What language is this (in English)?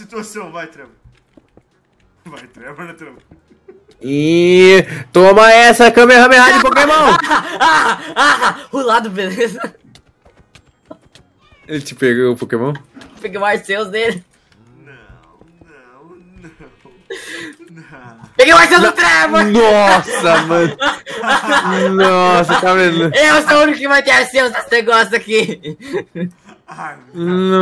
Portuguese